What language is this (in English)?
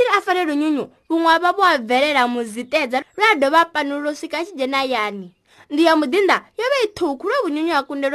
Venda